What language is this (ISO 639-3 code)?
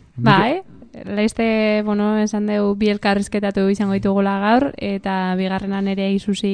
eus